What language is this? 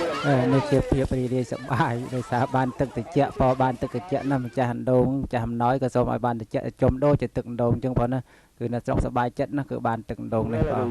Khmer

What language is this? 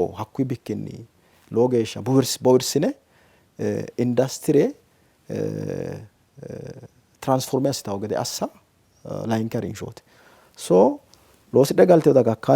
Sidamo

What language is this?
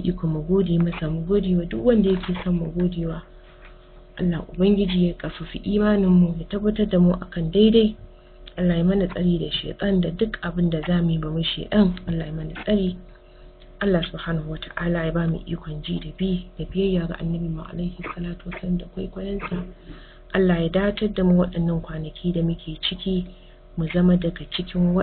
Hausa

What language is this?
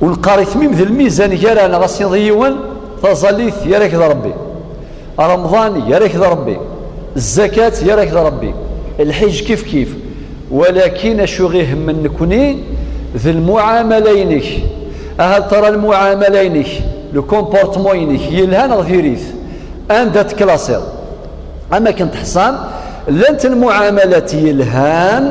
Kabyle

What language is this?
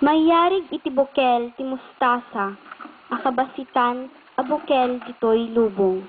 Iloko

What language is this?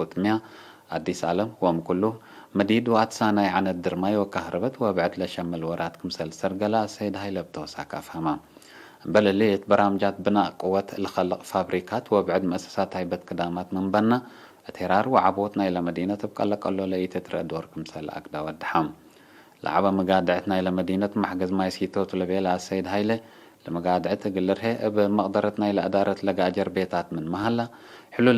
Tigre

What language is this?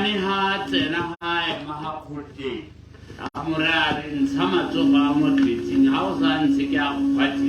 Tswana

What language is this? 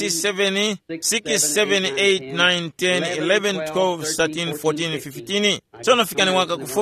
Tumbuka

